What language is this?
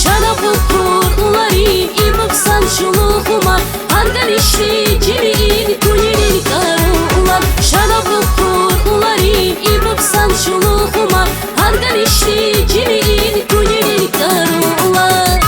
Tabassaran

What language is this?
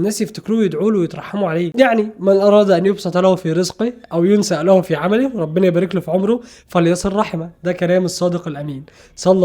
Egyptian Arabic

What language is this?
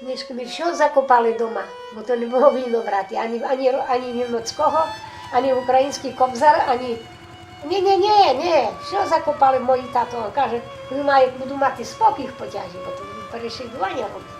Rusyn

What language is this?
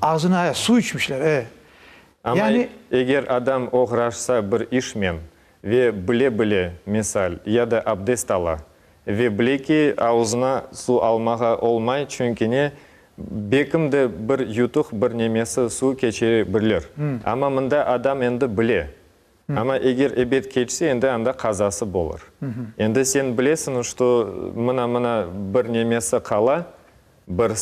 Crimean Tatar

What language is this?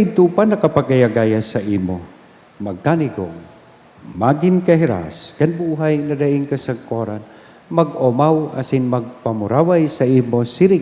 Bikol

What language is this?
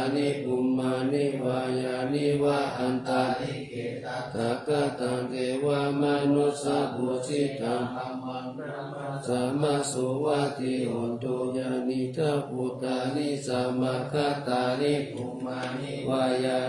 Pali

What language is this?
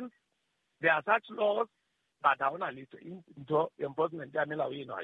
Southern Sotho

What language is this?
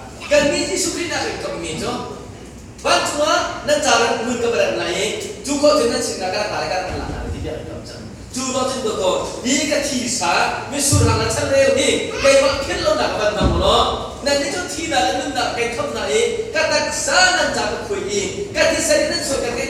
Hakha Chin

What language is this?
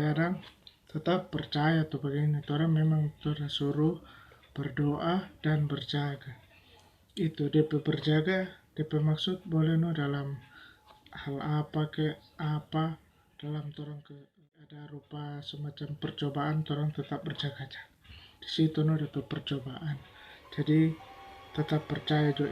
Manado Malay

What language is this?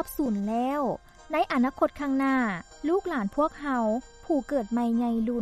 Lao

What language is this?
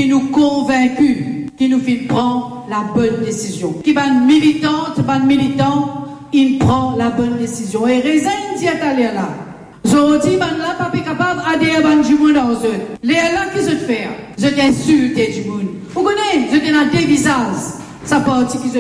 Morisyen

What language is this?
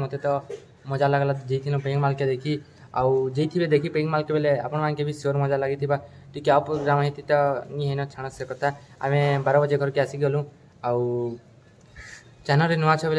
Sambalpuri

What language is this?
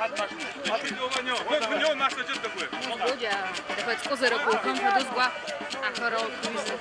Adyghe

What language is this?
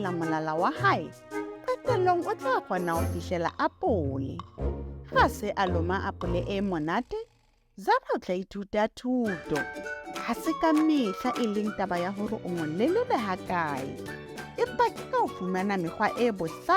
Southern Sotho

